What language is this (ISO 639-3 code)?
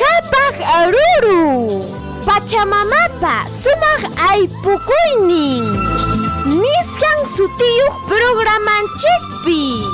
quy